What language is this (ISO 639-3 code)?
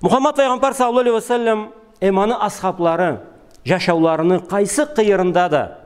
krc